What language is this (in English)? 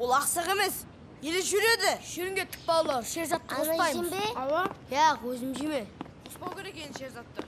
Kara-Kalpak